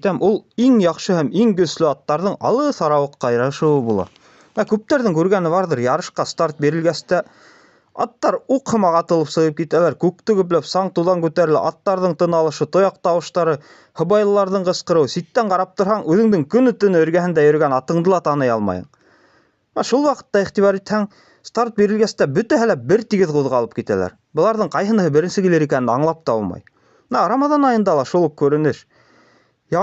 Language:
Bashkir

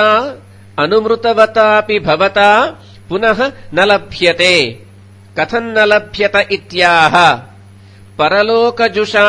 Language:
Sanskrit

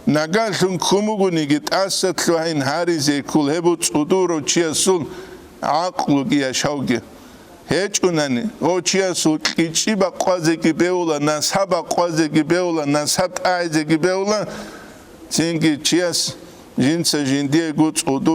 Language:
Avaric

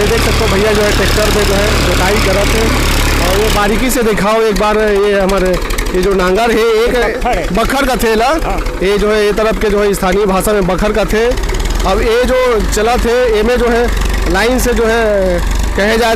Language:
Chhattisgarhi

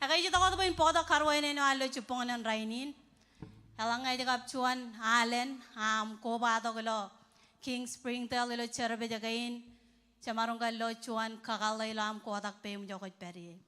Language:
Marshallese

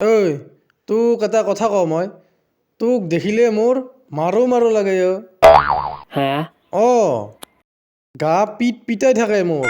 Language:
Assamese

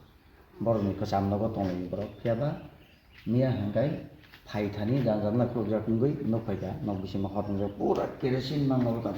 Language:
Kok Borok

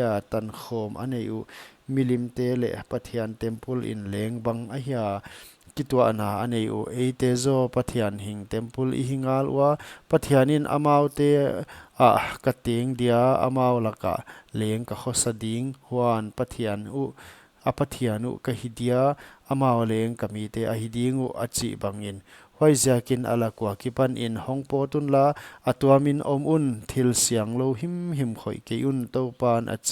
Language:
Paite Chin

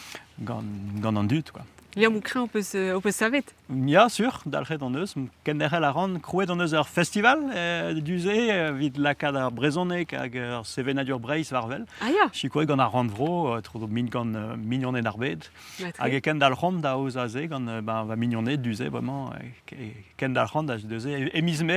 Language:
Breton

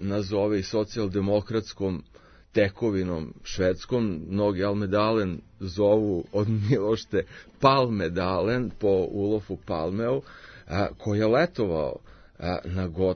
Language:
Serbian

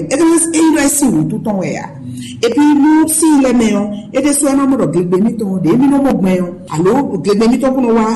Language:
Fon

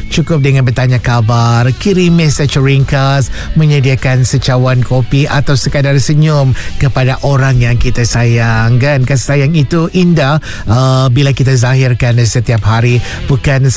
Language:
Malay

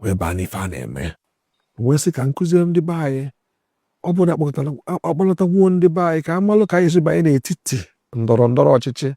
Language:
Igbo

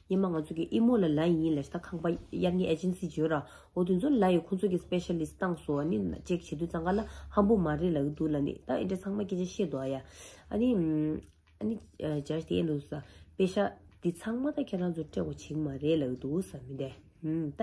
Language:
Tibetan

